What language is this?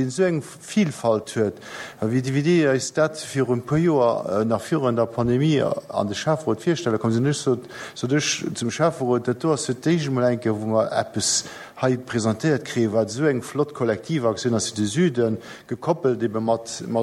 Luxembourgish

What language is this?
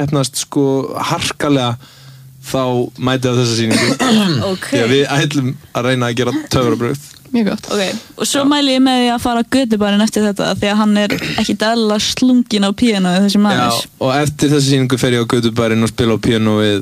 Icelandic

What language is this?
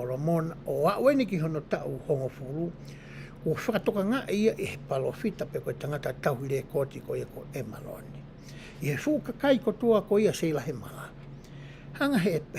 Tongan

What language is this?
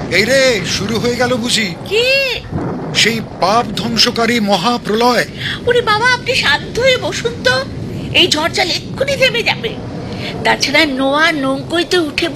Bangla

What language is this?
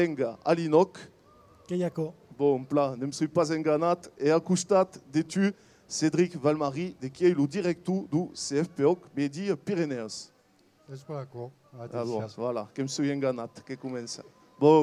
Occitan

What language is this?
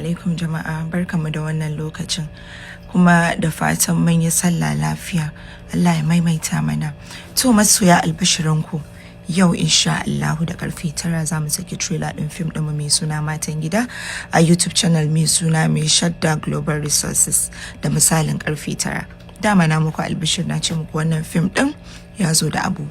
Hausa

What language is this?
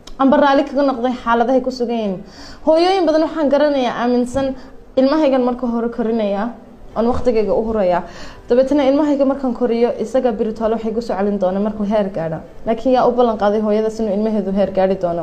Somali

